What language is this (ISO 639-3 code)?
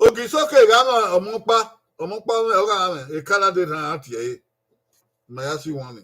bin